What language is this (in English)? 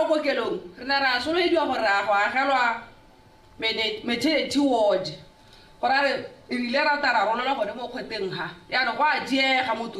Tswana